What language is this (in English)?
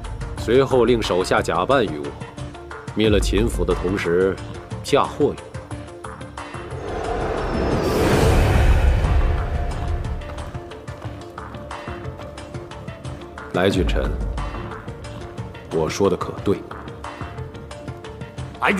Chinese